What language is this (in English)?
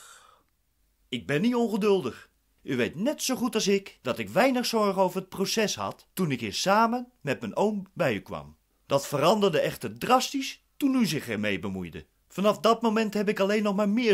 Dutch